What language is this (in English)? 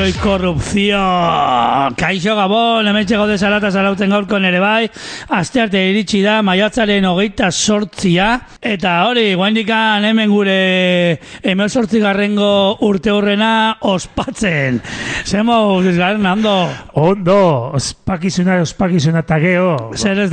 Basque